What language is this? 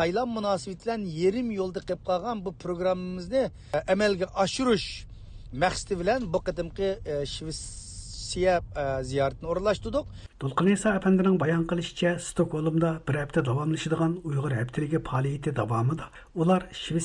Uyghur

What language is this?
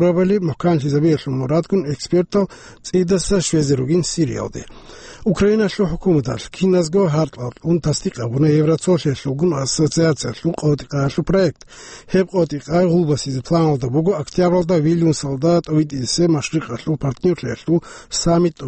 Avaric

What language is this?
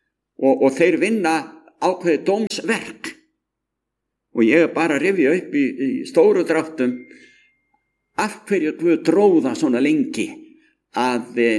Icelandic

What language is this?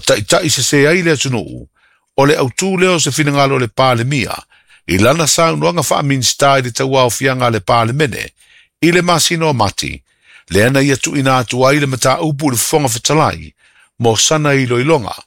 Samoan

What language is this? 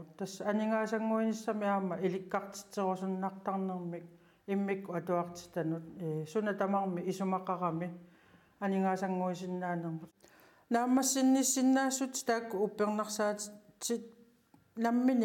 Kalaallisut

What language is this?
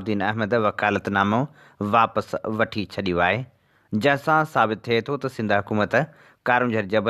Sindhi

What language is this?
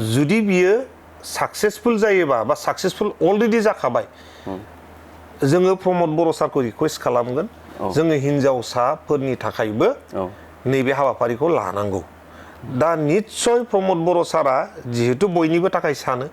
Bodo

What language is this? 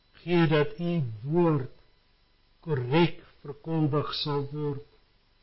Afrikaans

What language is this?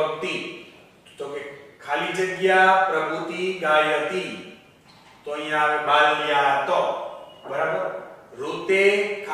Gujarati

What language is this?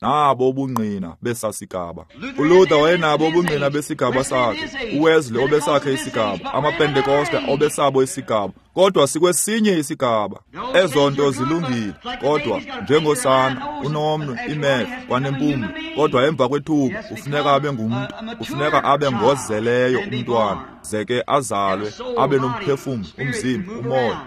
Xhosa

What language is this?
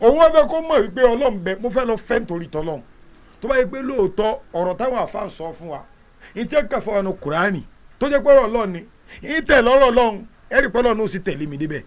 Yoruba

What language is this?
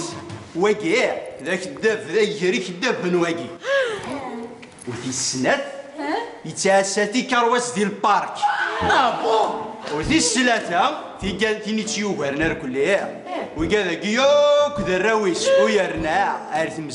Kabyle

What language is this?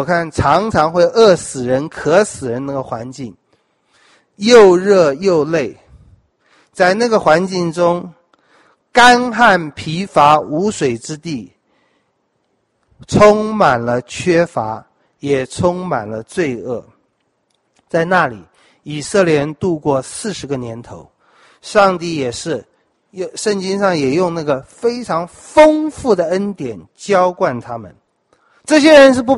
Chinese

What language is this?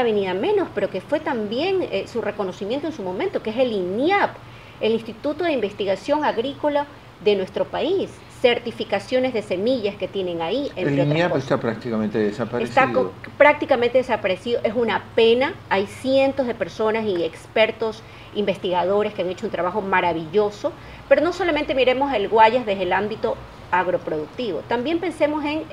Spanish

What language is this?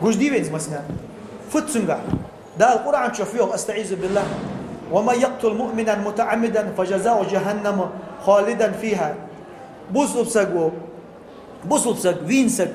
Ingush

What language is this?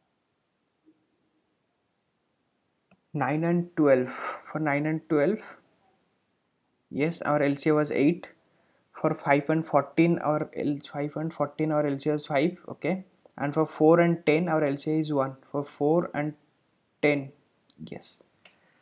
English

